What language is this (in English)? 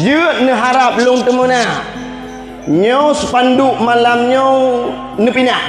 Achinese